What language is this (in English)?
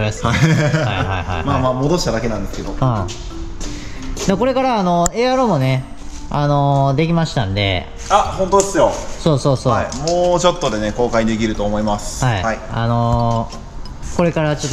Japanese